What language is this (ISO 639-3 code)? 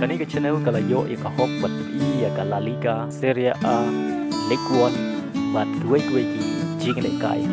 kha